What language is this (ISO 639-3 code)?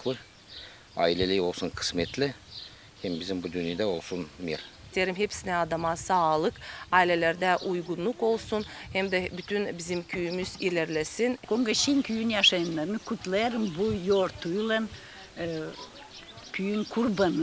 gag